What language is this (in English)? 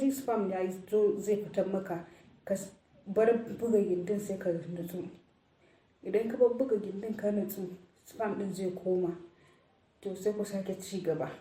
Hausa